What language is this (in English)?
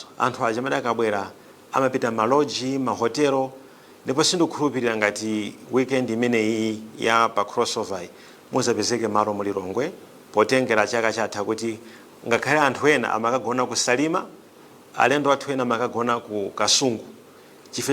Nyanja